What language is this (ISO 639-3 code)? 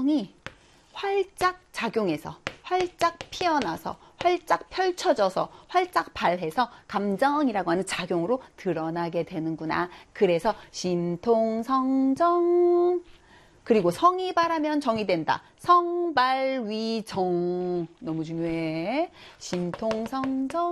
kor